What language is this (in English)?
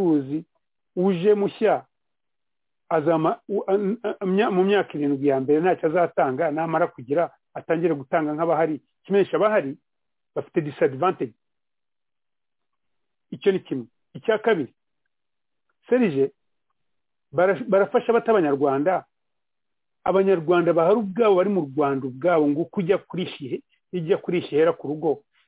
Kinyarwanda